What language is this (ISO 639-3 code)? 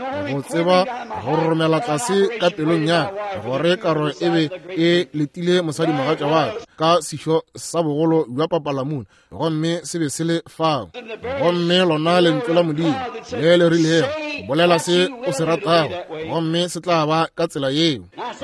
nso